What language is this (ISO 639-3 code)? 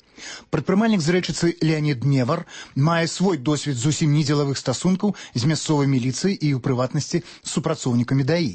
bel